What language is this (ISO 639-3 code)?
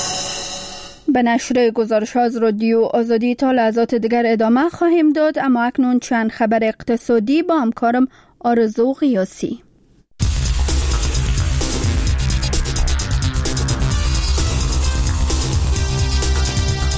fas